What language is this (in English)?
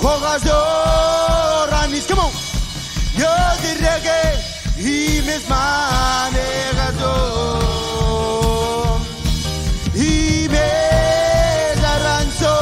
Marshallese